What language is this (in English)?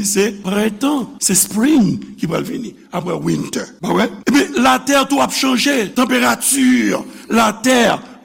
Haitian Creole